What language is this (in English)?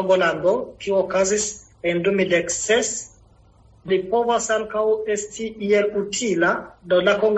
Esperanto